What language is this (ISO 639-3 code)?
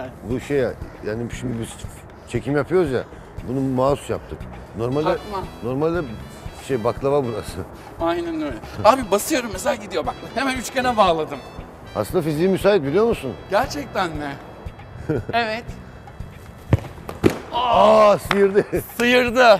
tur